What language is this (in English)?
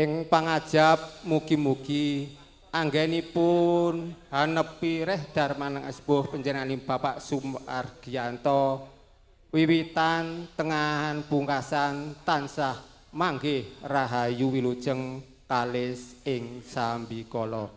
Javanese